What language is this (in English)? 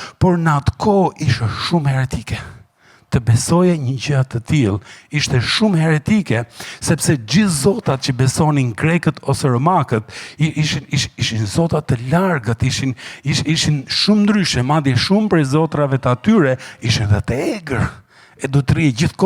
Albanian